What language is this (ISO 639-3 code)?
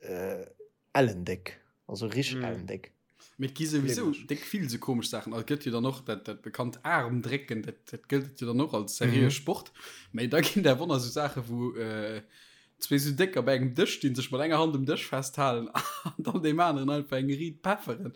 ltz